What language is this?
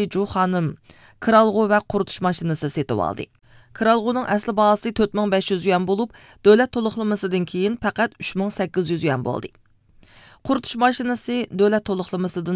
Uyghur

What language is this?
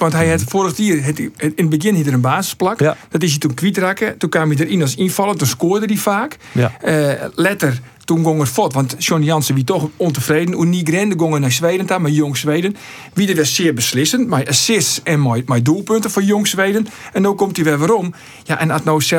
Western Frisian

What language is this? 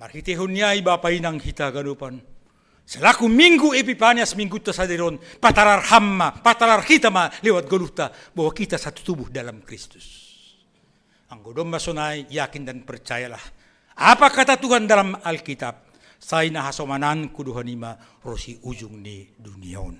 Batak Simalungun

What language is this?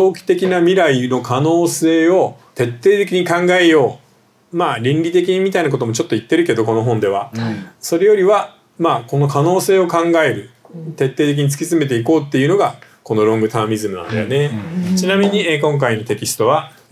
Japanese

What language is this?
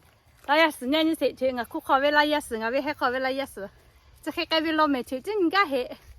Lahu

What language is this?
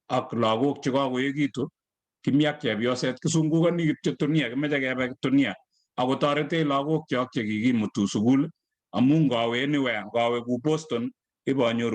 Kalenjin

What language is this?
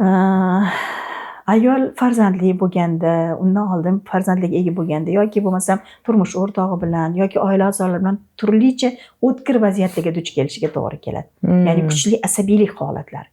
Uzbek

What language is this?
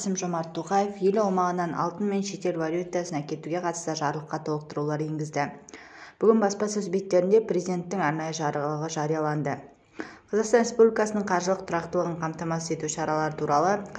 Kazakh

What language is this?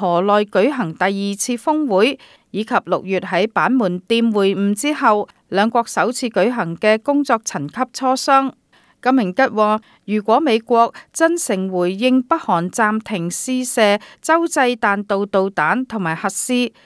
Cantonese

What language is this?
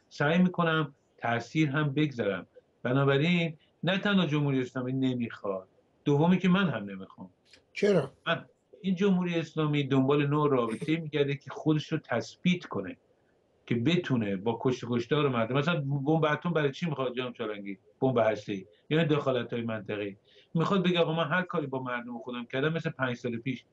Persian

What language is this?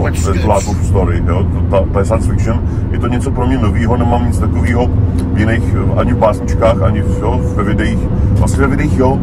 Czech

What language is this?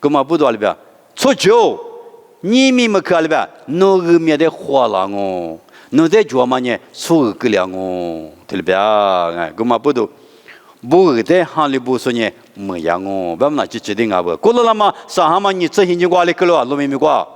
Lisu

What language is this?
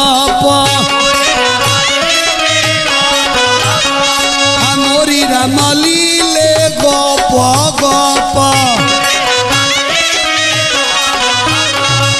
Bhojpuri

